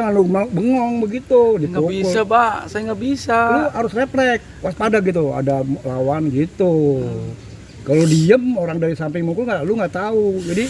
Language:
Betawi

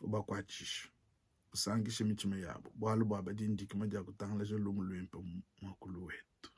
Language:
Luba-Lulua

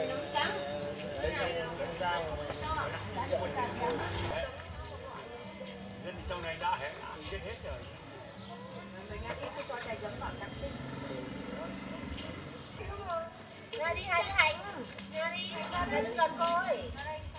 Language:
Vietnamese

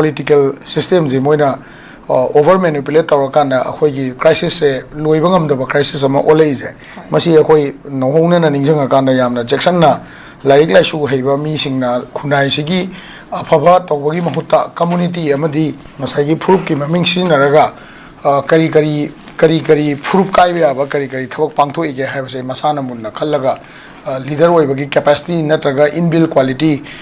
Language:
Manipuri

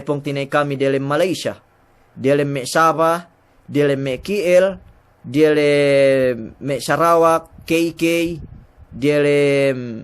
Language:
Yakan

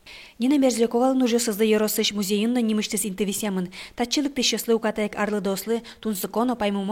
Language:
Udmurt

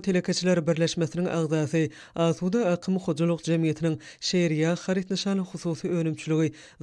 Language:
Turkmen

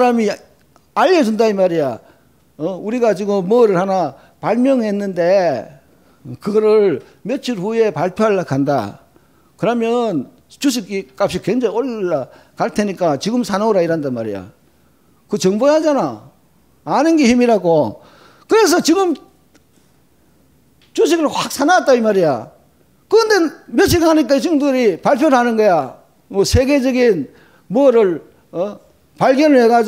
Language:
Korean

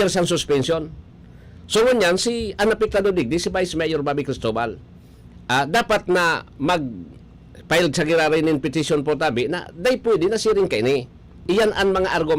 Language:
Bikol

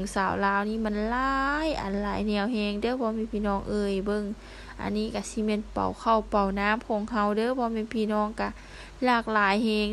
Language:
Lao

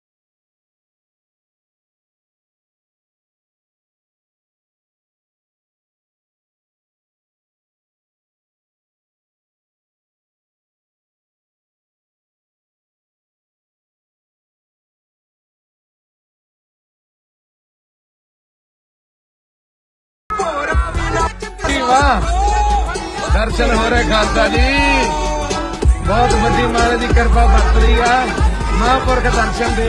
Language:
Punjabi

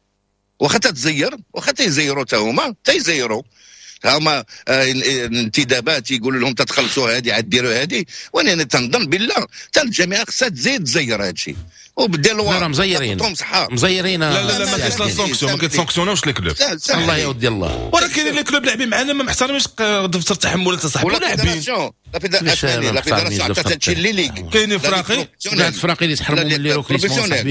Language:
Moroccan Arabic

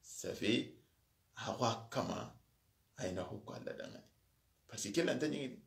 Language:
Soninke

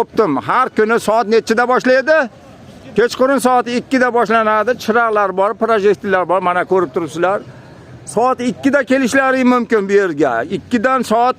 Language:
Uzbek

